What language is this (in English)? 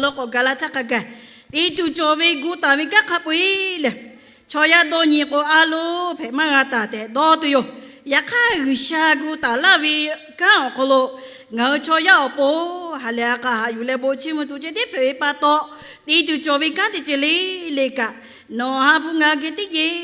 Lahu